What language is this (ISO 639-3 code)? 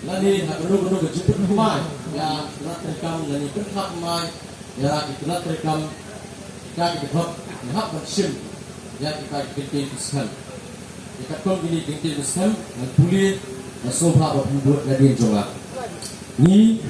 kha